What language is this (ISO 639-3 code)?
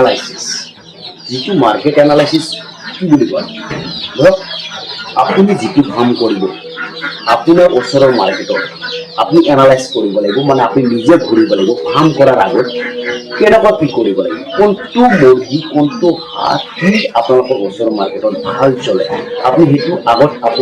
asm